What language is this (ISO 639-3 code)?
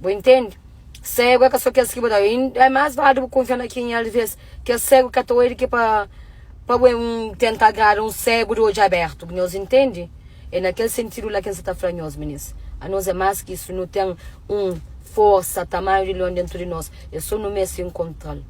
kea